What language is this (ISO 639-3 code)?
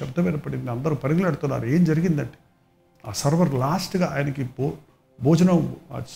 tel